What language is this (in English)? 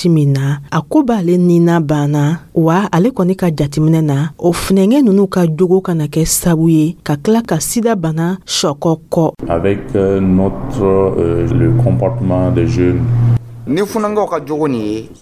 Dyula